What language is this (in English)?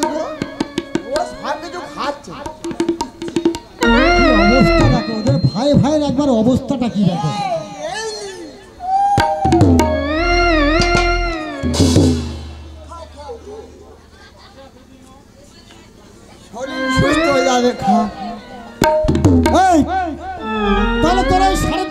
Bangla